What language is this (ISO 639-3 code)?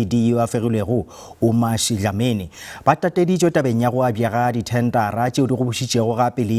nso